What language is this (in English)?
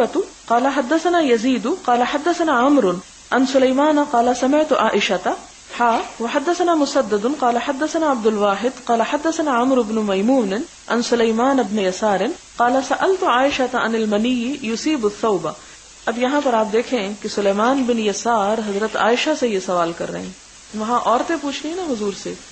Urdu